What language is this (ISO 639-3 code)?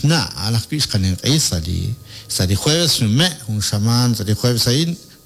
kek